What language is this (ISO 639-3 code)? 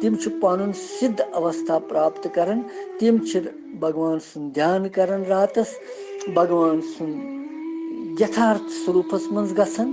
kas